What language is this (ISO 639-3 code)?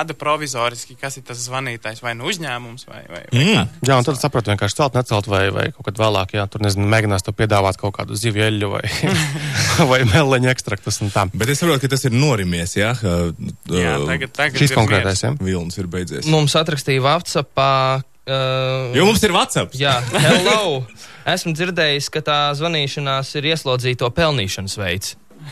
lav